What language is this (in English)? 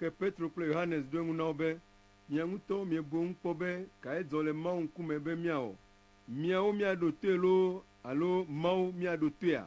Ewe